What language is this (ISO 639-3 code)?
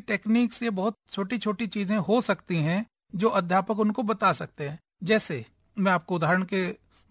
hin